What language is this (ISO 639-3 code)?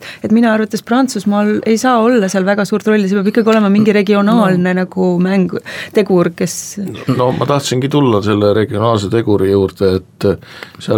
est